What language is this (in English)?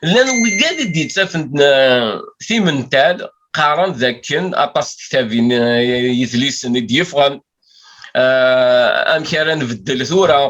Kabyle